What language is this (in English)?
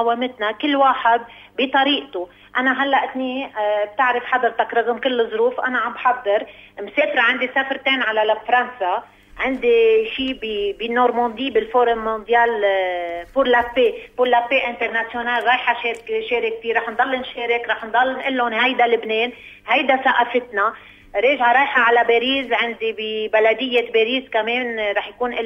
North Levantine Arabic